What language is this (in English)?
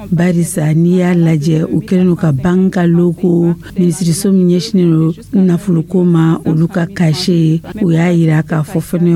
Dyula